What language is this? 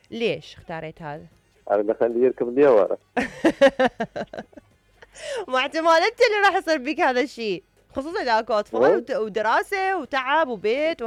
Mesopotamian Arabic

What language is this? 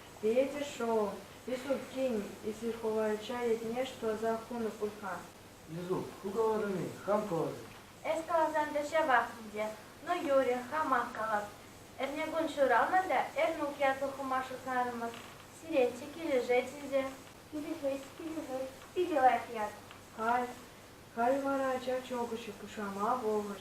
Chuvash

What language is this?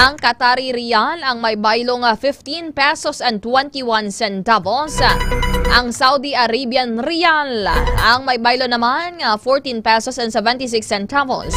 Hiligaynon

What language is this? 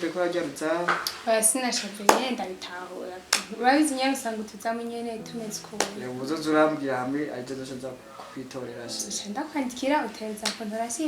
Rundi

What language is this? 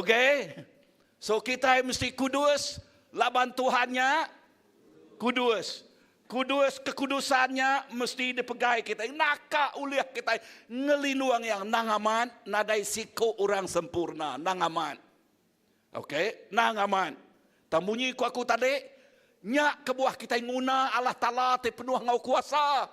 Iban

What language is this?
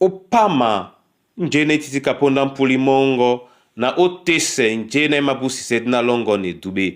Duala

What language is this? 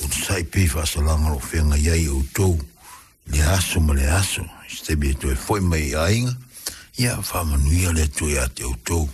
Samoan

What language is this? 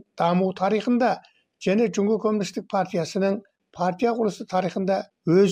Kazakh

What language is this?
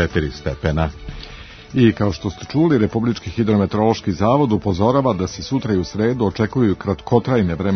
Serbian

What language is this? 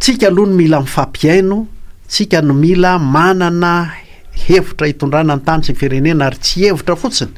Malagasy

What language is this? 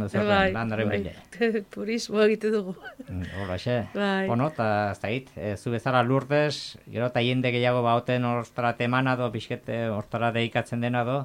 Basque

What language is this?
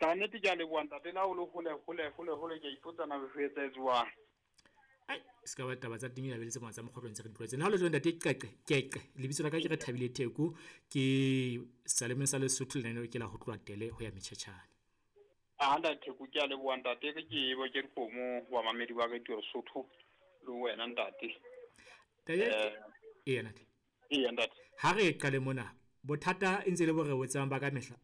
Southern Sotho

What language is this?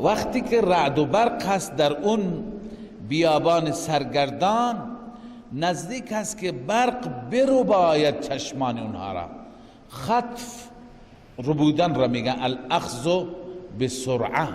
Persian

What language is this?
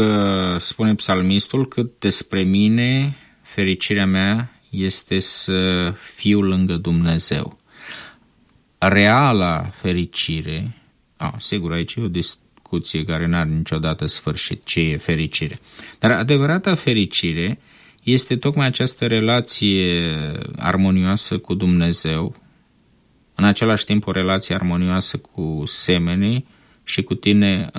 Romanian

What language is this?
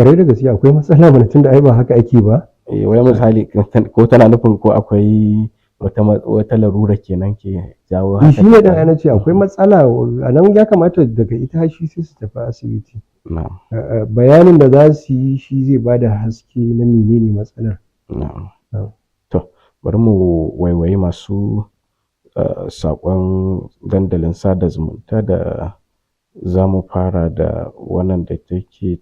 Hausa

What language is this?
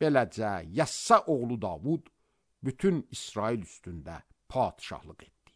Azerbaijani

